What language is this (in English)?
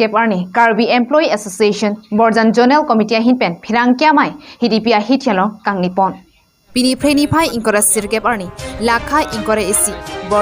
Karbi